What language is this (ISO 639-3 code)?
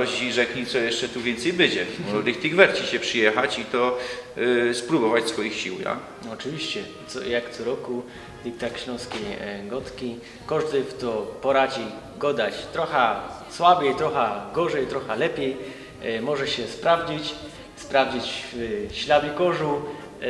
szl